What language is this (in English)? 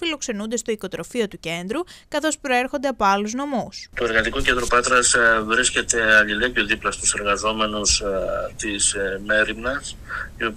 Greek